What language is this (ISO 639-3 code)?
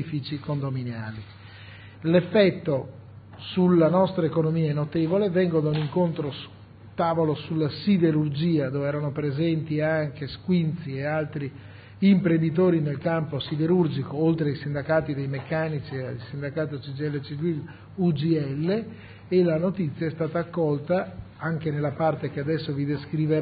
ita